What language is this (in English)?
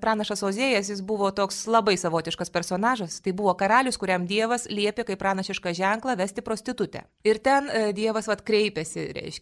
Lithuanian